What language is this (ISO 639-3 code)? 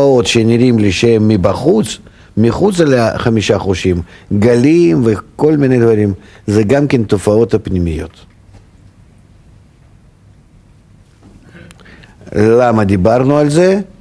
heb